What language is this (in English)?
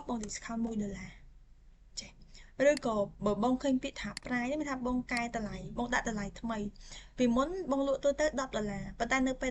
Khmer